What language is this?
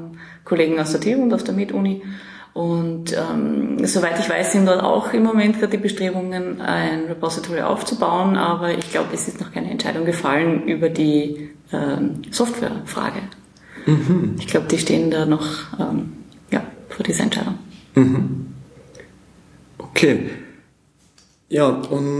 German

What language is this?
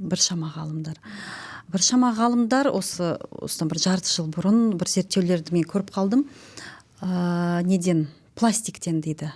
Kazakh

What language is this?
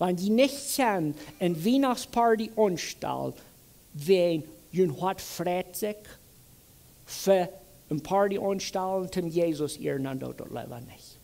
Plautdietsch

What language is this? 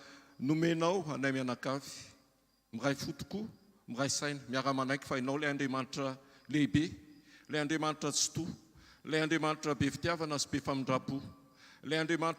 Malagasy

